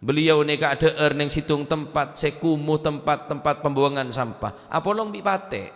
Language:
Madurese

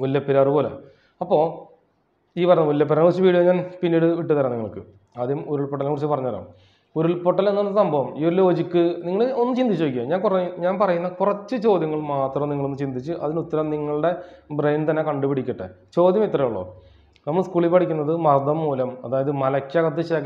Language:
Malayalam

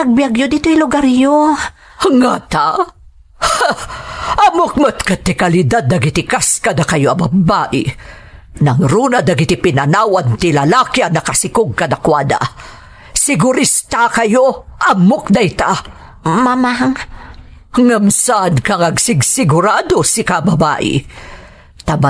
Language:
Iloko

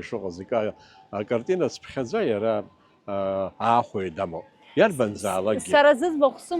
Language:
Abkhazian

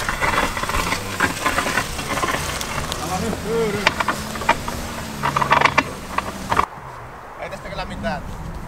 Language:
Finnish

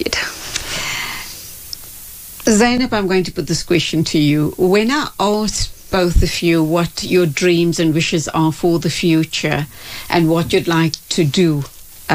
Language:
English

